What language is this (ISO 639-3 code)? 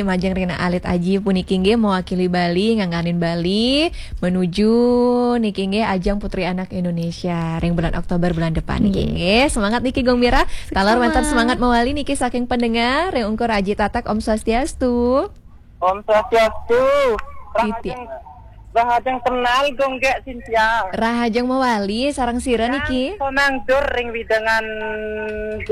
ban